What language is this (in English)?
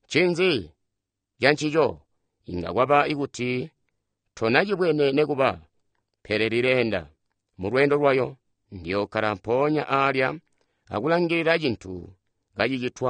Tonga (Zambia)